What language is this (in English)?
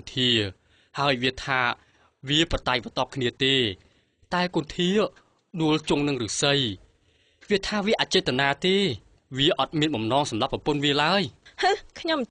Khmer